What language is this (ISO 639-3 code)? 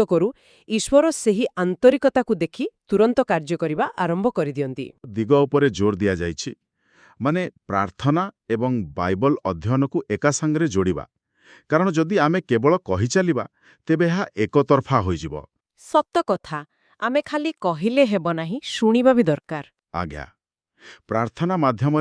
ori